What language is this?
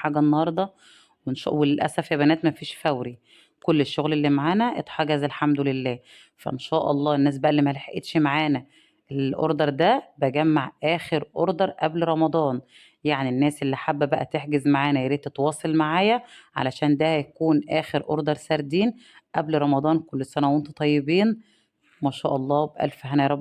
Egyptian Arabic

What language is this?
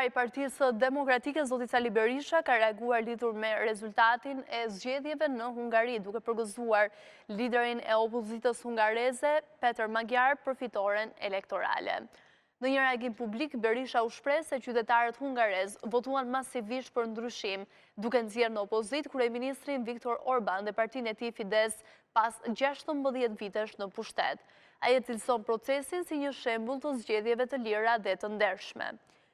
Albanian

